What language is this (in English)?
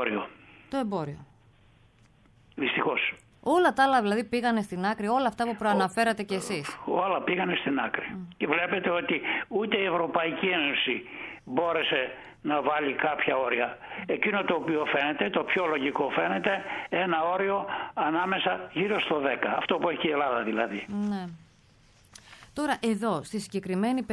Greek